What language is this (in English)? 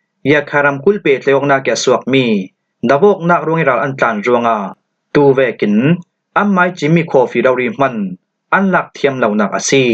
Falam Chin